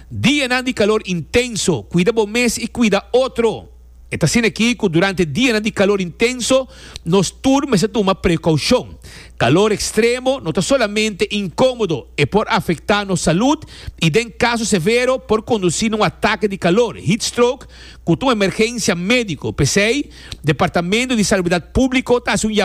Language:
Papiamento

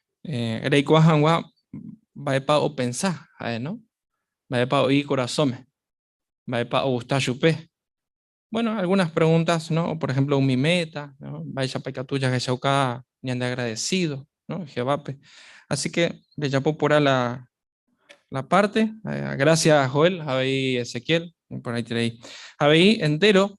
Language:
Guarani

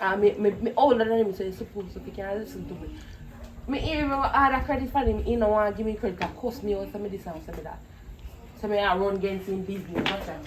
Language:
Jamaican Creole English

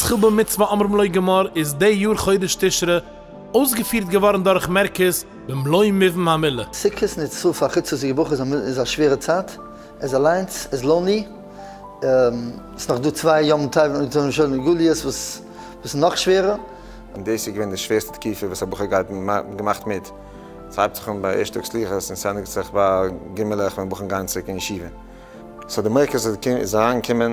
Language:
Yiddish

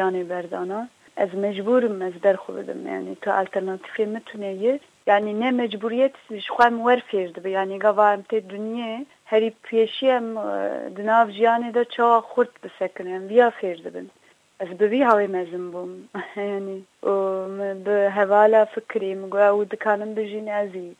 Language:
Kurdish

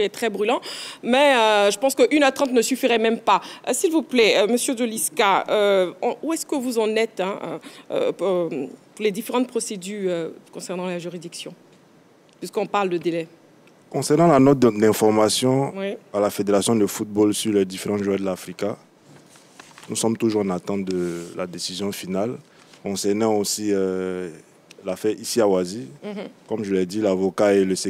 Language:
French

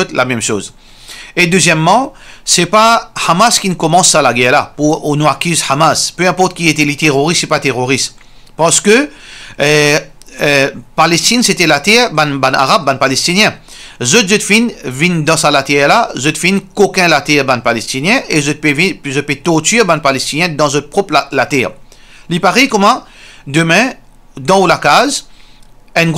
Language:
Morisyen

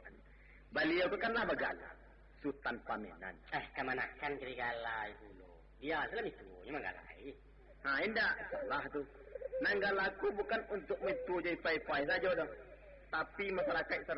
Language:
Minangkabau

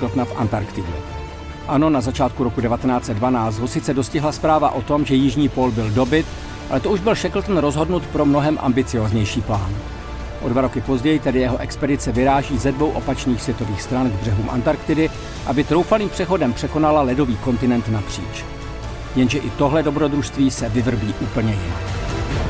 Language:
Czech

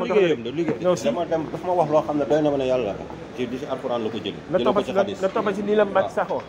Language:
Wolof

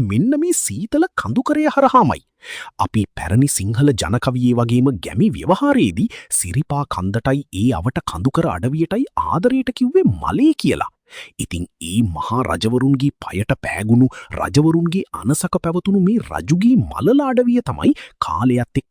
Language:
Sinhala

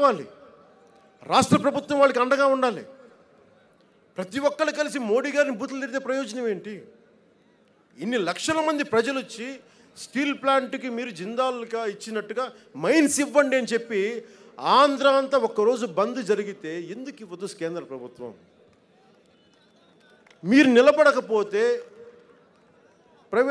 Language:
Telugu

